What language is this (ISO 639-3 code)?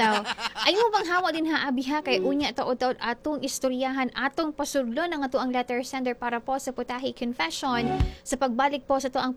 ceb